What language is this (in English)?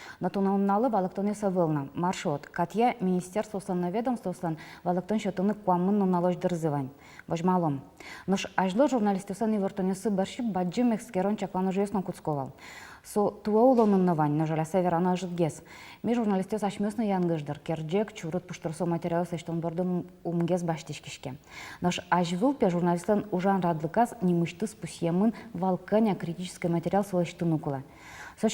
Udmurt